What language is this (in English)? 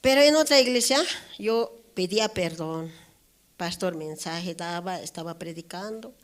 South Bolivian Quechua